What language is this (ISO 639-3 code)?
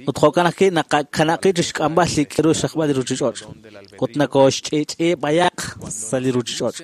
kek